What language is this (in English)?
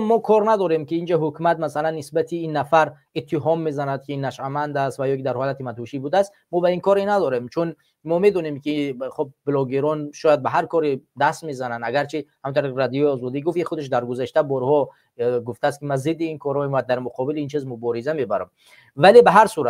Tajik